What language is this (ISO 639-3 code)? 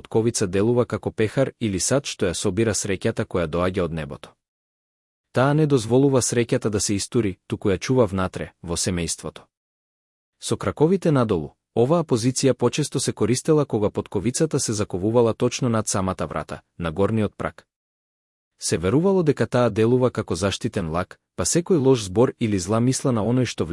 mkd